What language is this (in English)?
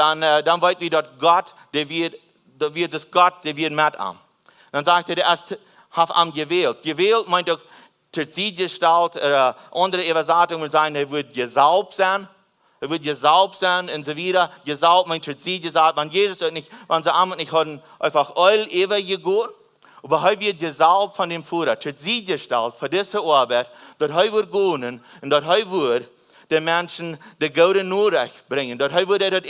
Plautdietsch